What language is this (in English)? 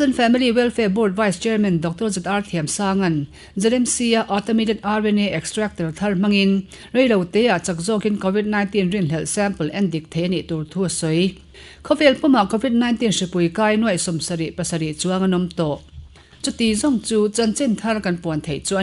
Mizo